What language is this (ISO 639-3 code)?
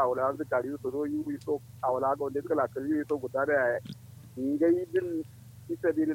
kau